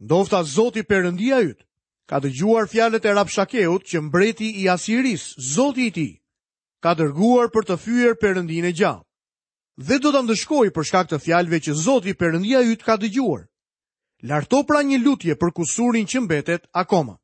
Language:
Albanian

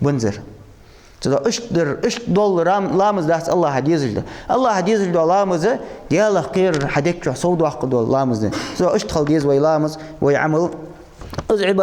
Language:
Ingush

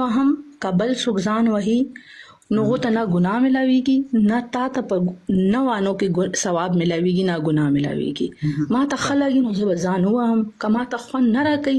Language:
Pashto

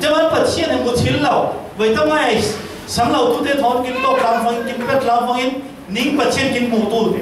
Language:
Falam Chin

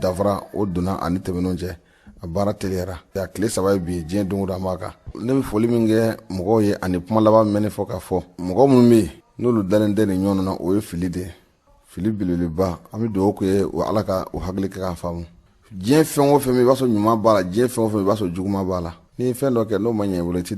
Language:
Bambara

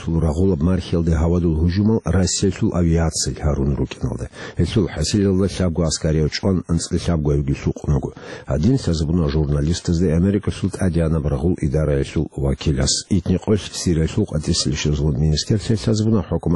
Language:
Avaric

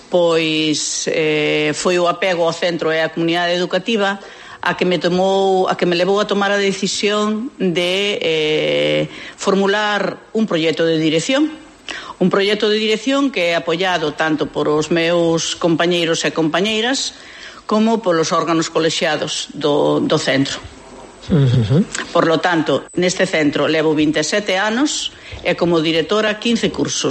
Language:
Galician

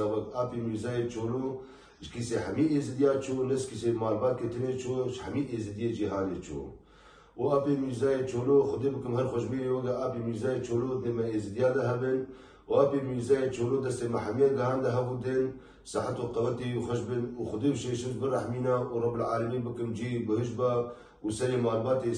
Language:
Kurdish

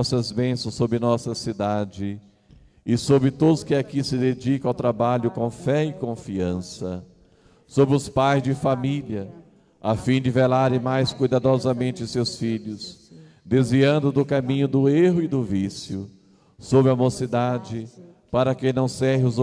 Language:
Portuguese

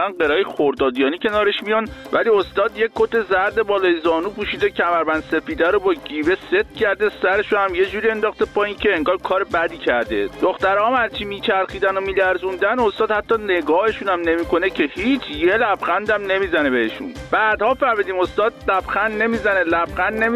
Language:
Persian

